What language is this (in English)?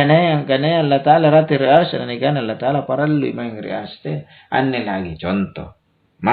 Makasar